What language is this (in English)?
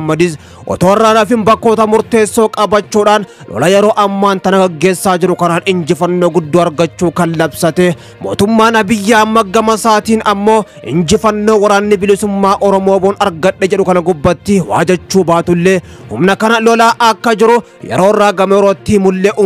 Oromo